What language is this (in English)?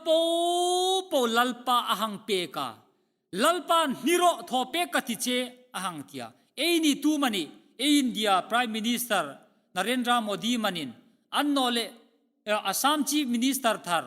Hmar